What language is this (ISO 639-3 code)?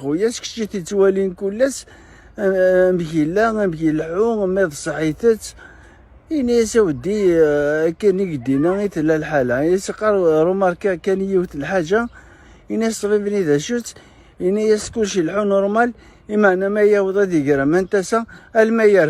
kab